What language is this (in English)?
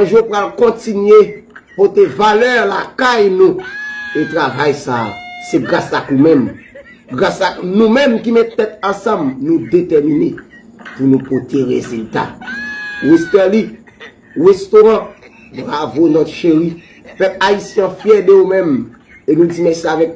Haitian Creole